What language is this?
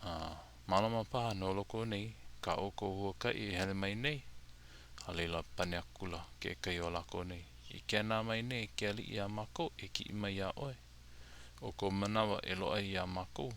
Hawaiian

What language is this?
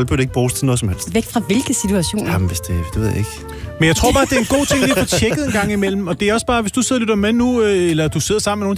Danish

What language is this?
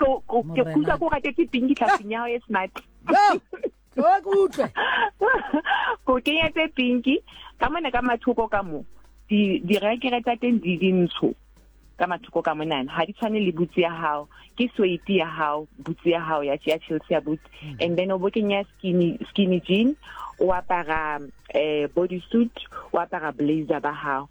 Southern Sotho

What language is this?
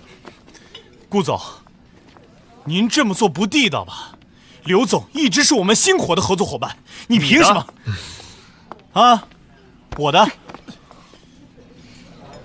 Chinese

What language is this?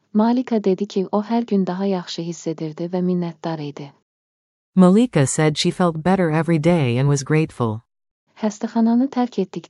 Azerbaijani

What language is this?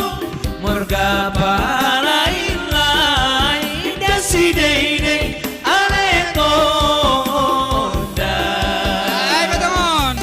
Batak Simalungun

